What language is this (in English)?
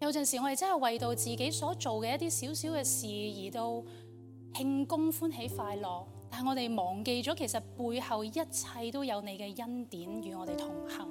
Cantonese